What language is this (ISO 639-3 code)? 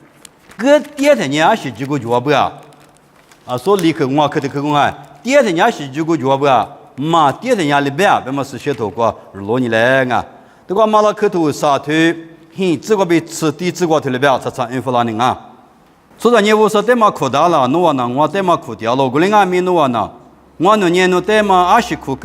lis